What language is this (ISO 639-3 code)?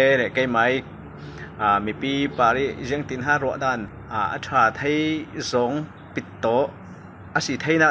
cfm